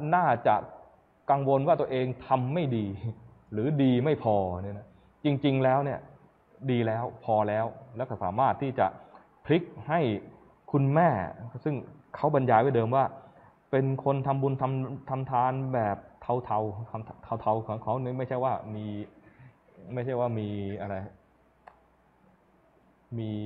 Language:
Thai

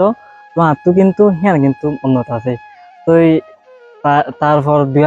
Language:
Rohingya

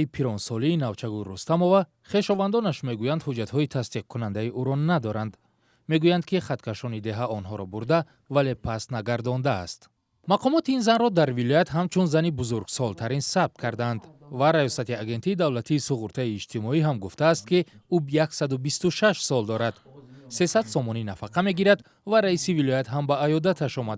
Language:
Tajik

